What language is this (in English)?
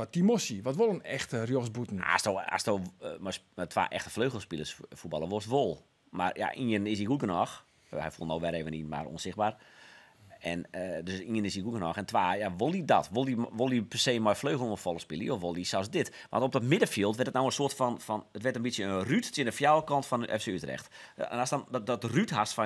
Western Frisian